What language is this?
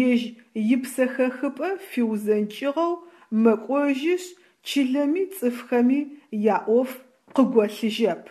Adyghe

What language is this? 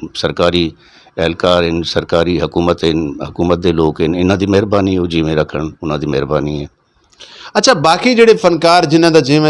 Western Panjabi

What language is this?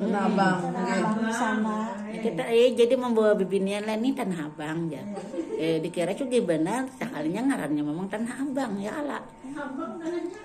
Banjar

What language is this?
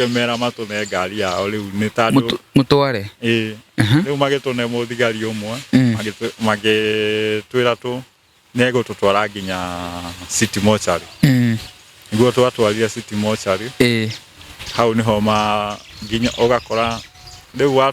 Kikuyu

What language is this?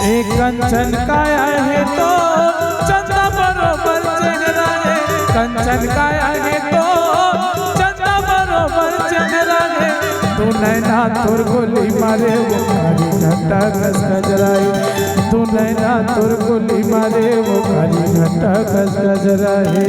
Chhattisgarhi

